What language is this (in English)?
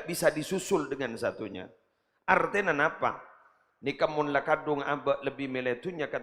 Madurese